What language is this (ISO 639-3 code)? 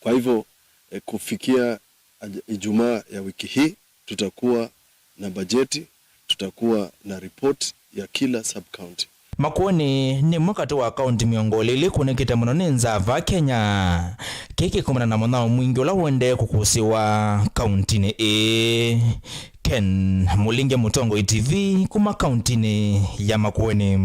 kam